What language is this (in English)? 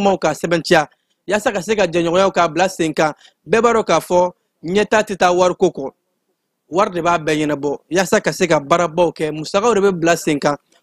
Bambara